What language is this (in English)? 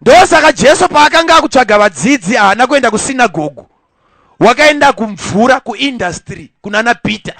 Shona